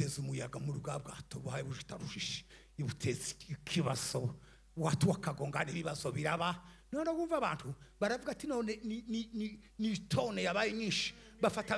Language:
Rundi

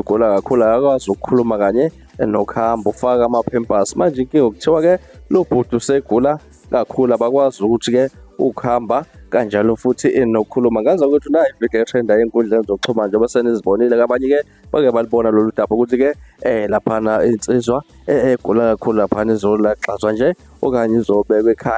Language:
Zulu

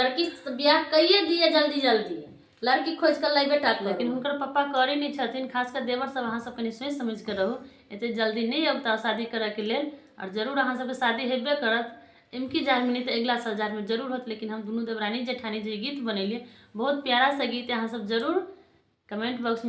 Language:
Maithili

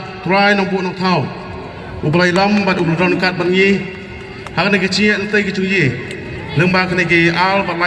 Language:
Khasi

